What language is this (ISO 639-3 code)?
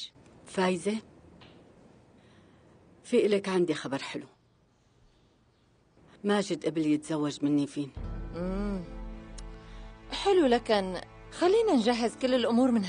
apc